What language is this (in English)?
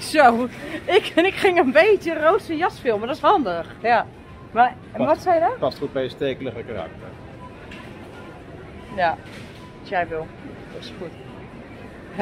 Dutch